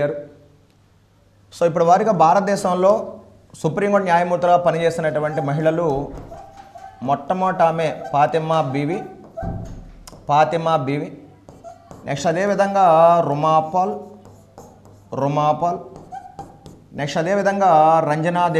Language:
Telugu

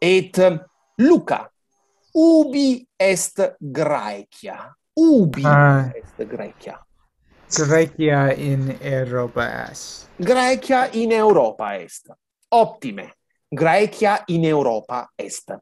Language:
Latin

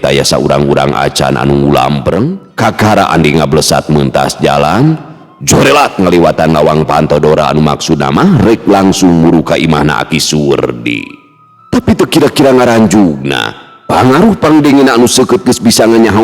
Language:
Sundanese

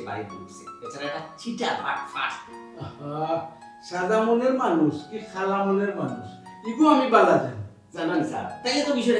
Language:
Sylheti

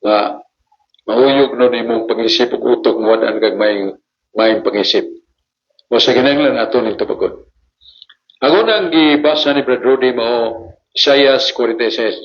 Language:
Cebuano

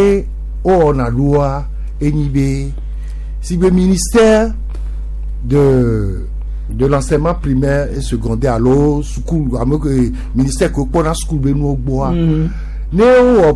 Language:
Gen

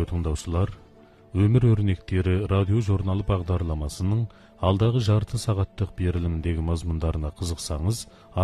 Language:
Kazakh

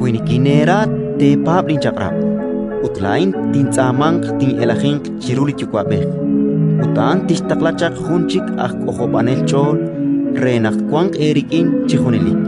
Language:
Kekchí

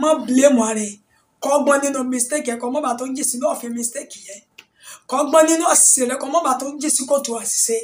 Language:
Yoruba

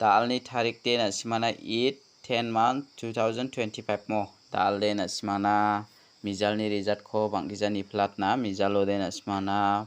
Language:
Garo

